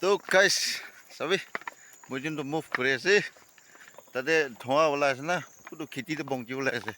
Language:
Naga Pidgin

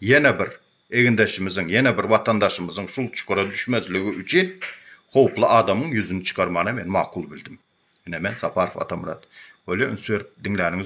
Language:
Turkmen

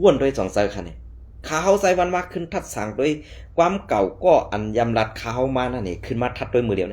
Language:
Shan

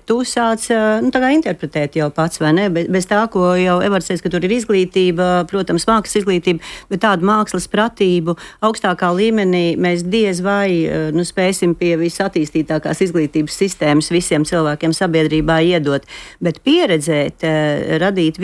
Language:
Latvian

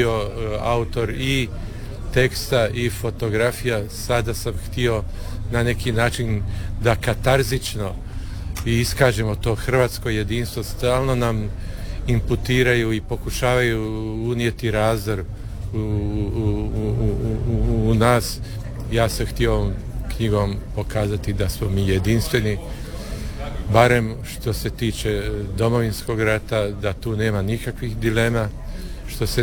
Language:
Croatian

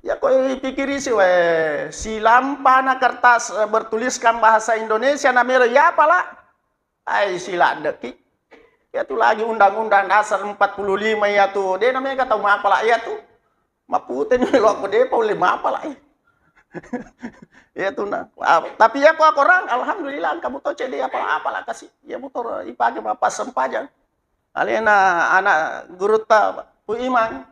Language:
Buginese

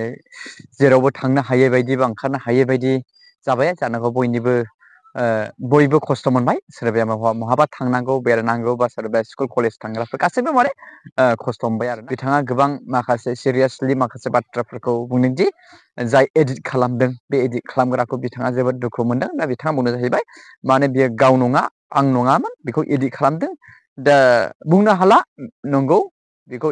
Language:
Bodo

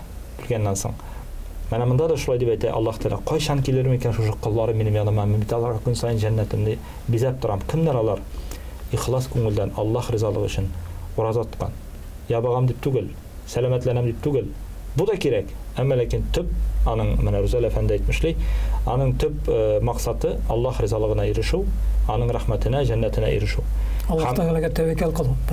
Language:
Tatar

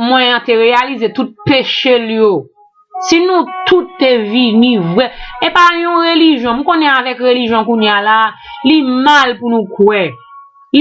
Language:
Haitian Creole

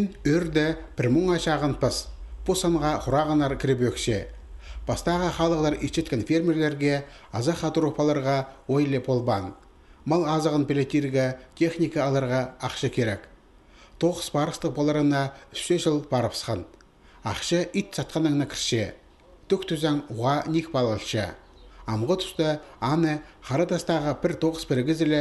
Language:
Khakas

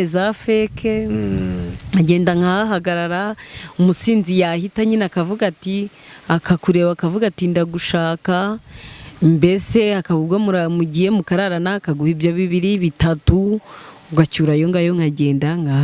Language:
Kinyarwanda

